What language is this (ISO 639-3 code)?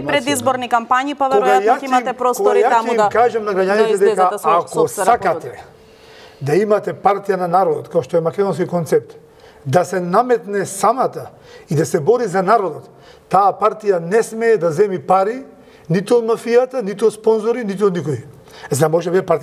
mkd